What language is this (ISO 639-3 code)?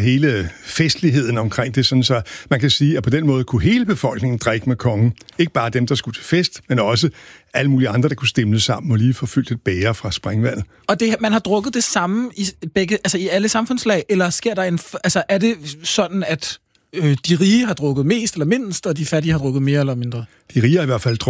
dan